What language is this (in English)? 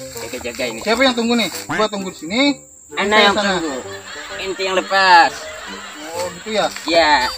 Banjar